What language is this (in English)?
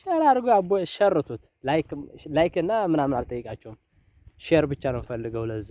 Amharic